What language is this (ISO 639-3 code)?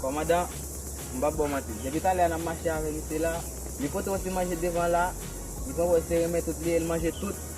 hat